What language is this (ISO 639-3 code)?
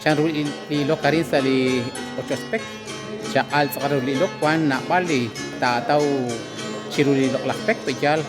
kek